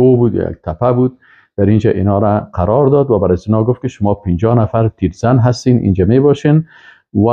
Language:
Persian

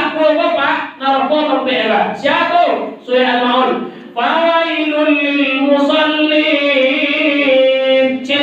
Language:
Minangkabau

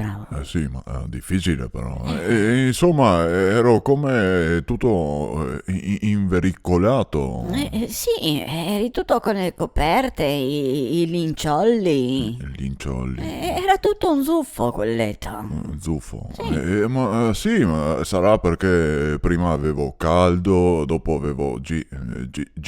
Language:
Venetian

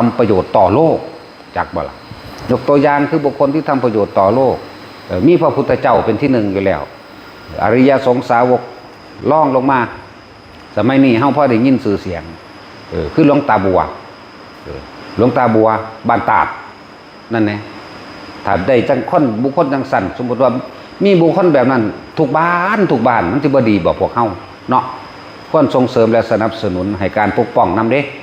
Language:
Northeastern Thai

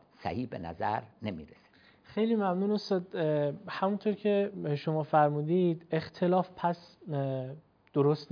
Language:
Persian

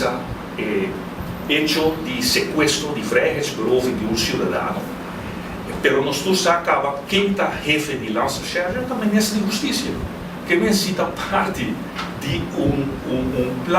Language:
Papiamento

